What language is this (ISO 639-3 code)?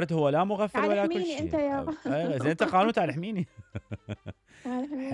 acm